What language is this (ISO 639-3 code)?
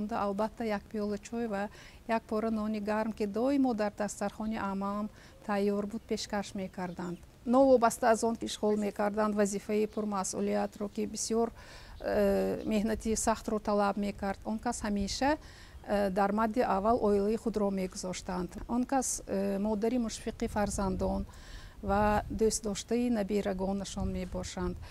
tgk